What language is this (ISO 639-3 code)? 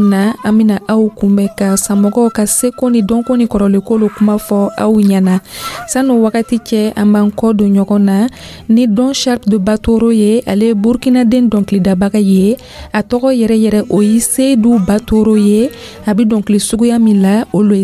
dyu